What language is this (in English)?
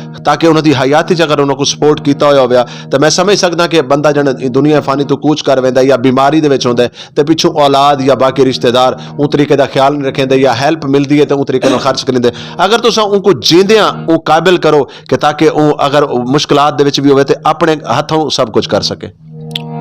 Saraiki